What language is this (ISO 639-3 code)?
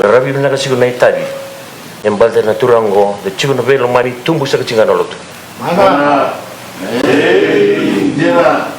fij